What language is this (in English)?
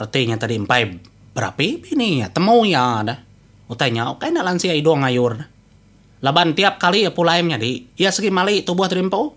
Iban